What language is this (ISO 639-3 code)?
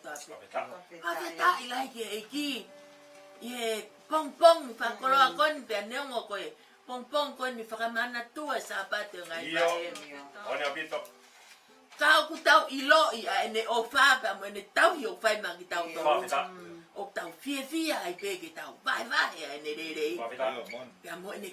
ton